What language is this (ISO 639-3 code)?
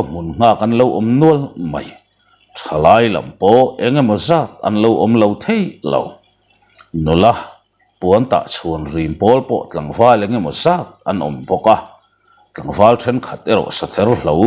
lus